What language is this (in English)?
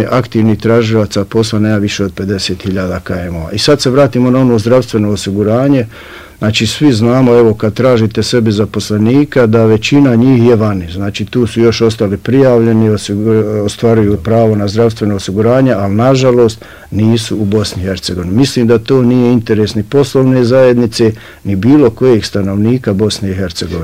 Bosnian